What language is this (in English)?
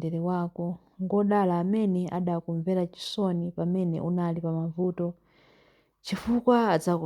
Nyanja